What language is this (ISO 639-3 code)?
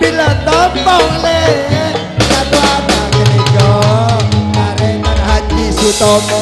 mad